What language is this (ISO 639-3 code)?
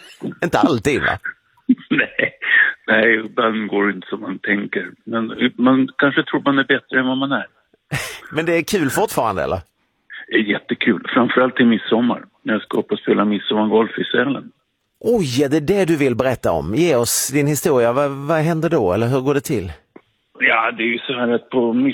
swe